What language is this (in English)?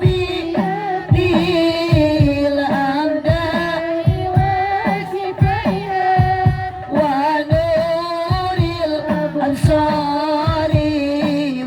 Sundanese